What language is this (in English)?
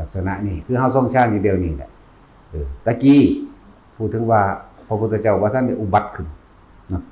Northeastern Thai